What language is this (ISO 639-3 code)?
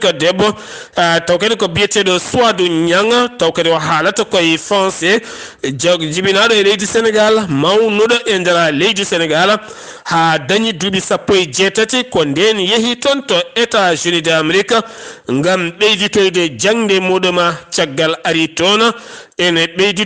ful